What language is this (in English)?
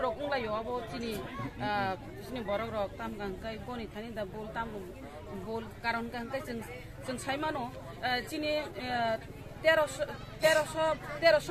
Kok Borok